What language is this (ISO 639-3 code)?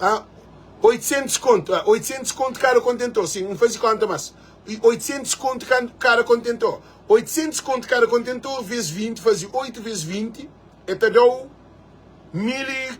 kea